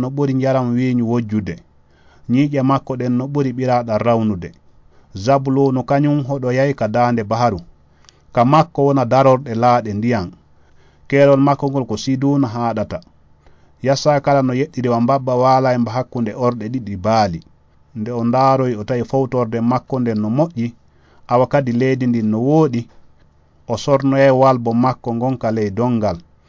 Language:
Fula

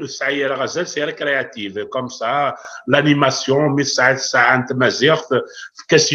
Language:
Kabyle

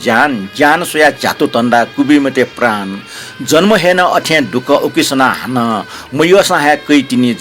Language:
Newari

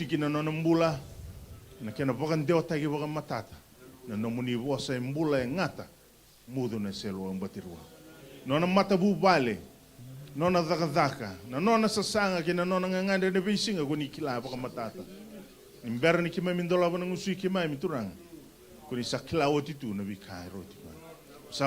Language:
Fijian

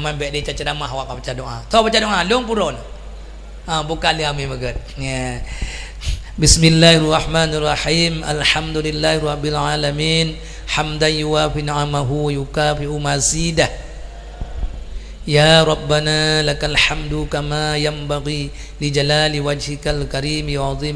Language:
Achinese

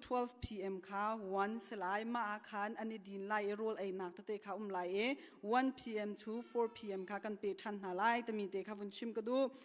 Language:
Hakha Chin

